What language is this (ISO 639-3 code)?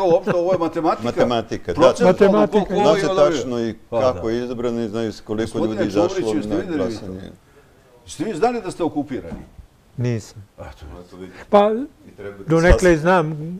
srp